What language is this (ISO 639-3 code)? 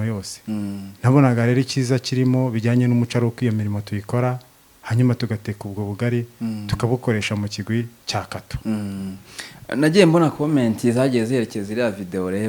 kin